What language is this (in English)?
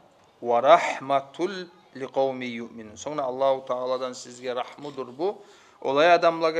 Kumyk